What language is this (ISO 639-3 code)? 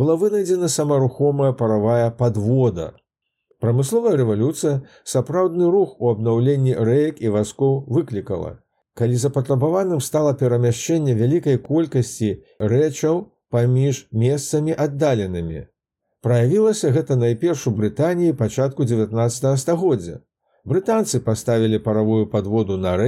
bel